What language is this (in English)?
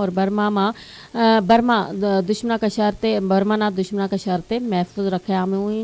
Gujari